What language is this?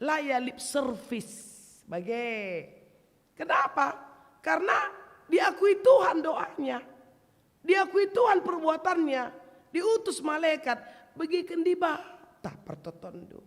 Batak Karo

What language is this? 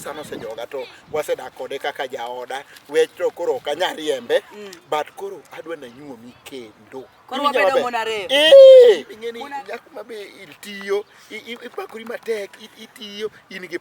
Luo (Kenya and Tanzania)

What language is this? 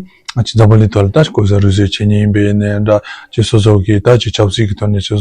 Tibetan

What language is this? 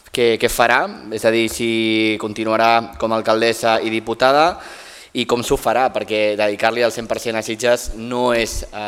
Catalan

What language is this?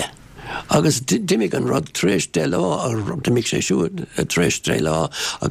Irish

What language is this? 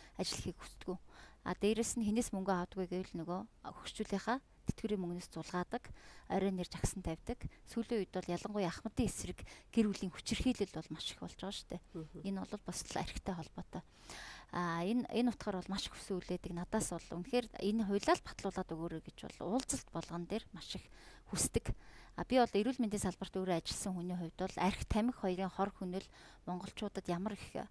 Mongolian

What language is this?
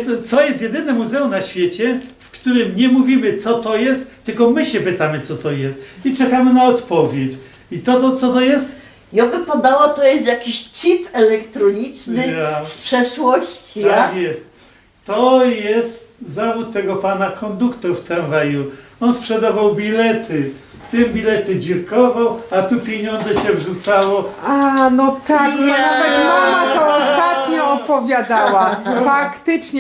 Silesian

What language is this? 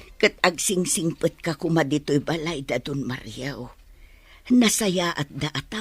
Iloko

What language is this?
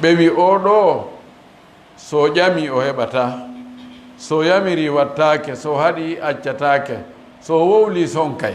Fula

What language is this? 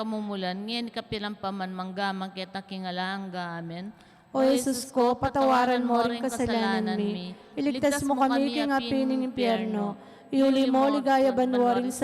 Pampanga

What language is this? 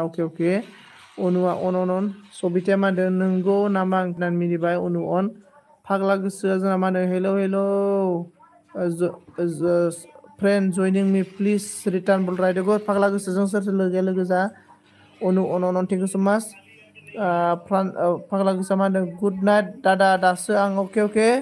Bodo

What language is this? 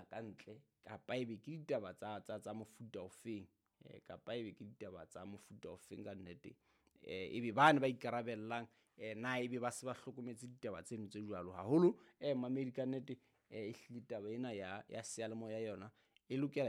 Southern Sotho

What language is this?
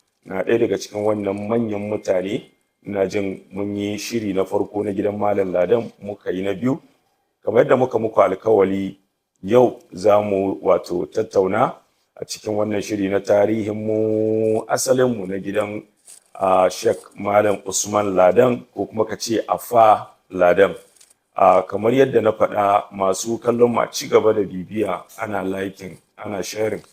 Hausa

